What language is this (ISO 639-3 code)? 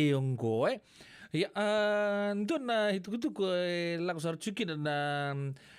fij